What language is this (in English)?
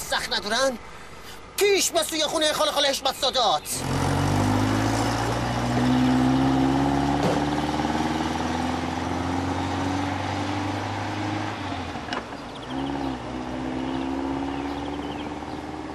Persian